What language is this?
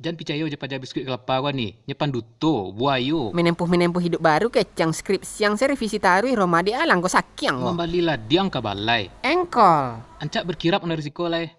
Minangkabau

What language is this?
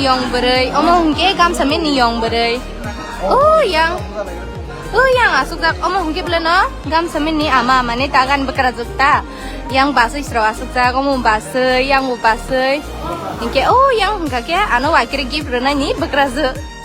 Kok Borok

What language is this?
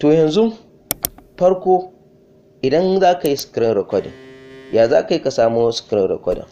Hausa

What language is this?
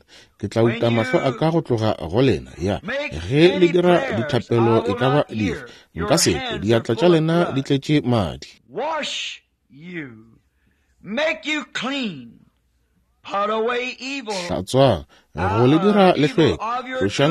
Northern Sotho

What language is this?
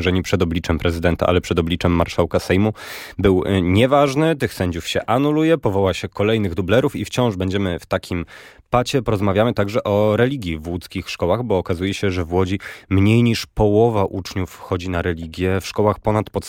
Polish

